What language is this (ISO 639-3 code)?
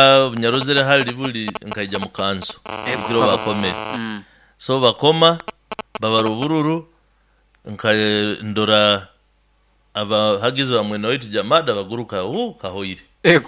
nyo